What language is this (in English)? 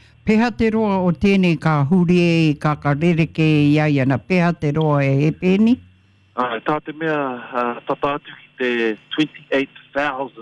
Māori